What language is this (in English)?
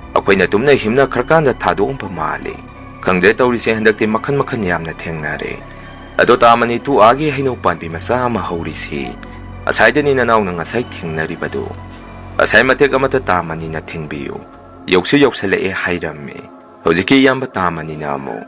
Manipuri